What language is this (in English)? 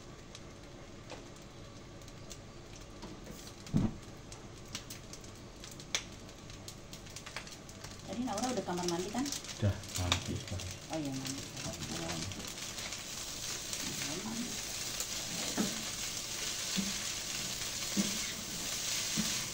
Indonesian